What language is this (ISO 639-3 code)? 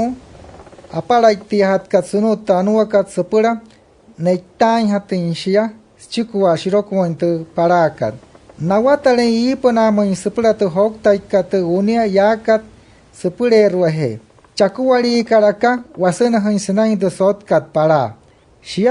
guc